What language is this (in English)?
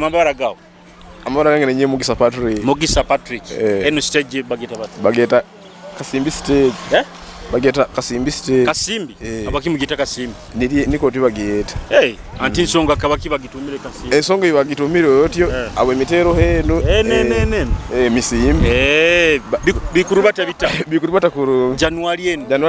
Nyoro